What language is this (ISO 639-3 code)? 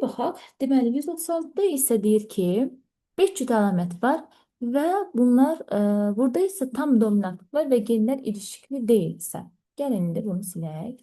aze